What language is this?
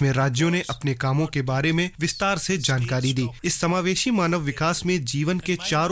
Hindi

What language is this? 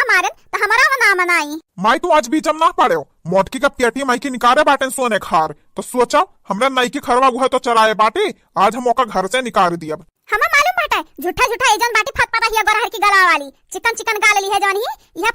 Awadhi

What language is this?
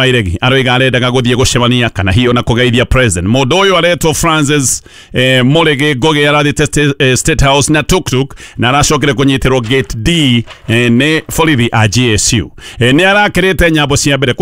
Kikuyu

